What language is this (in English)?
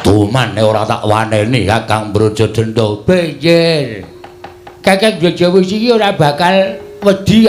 Javanese